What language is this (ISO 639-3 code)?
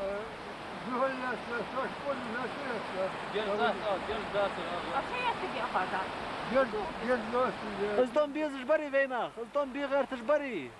inh